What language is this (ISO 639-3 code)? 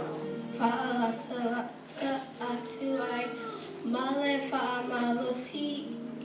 smo